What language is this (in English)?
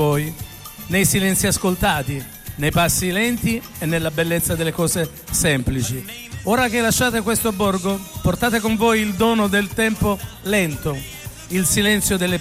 Italian